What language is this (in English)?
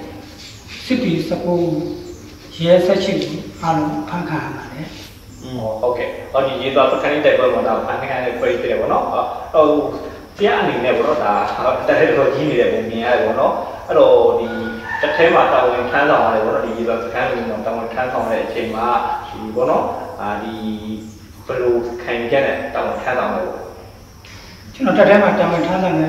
Burmese